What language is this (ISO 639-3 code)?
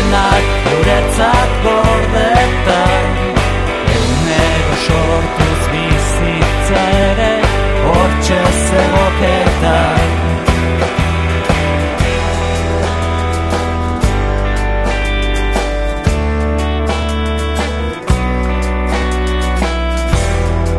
eus